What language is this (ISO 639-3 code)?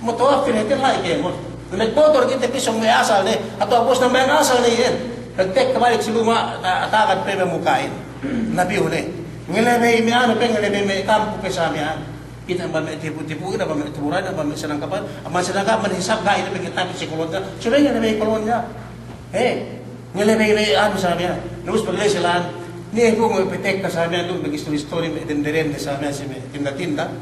yka